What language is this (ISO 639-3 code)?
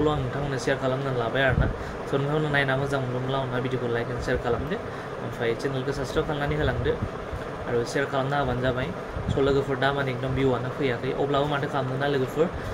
brx